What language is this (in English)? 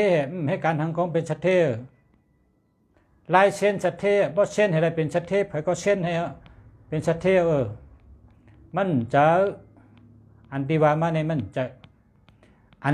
Shan